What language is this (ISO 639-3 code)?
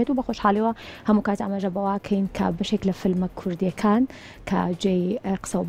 ckb